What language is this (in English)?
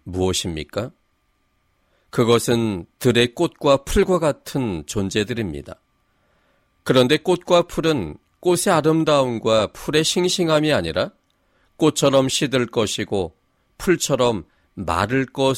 Korean